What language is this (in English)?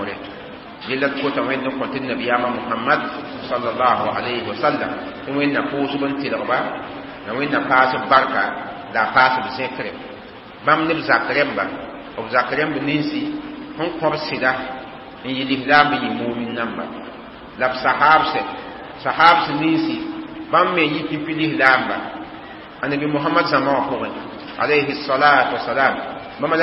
Mossi